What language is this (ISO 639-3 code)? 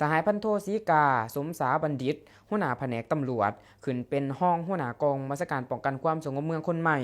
lao